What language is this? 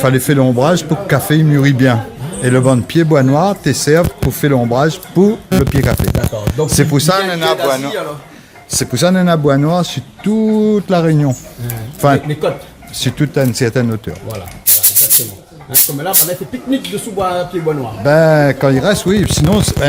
Réunion Creole French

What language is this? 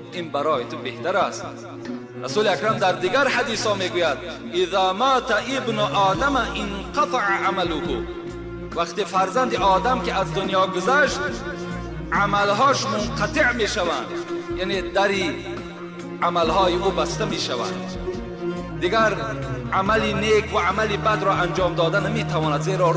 Tajik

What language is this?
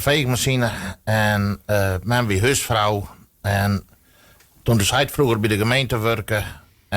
Western Frisian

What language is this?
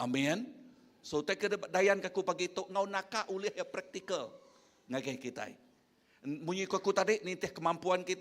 Iban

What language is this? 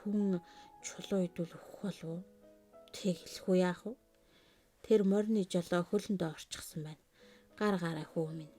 Mongolian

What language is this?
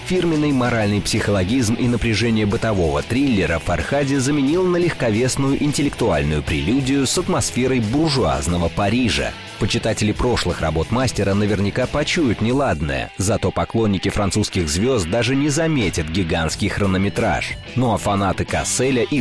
Russian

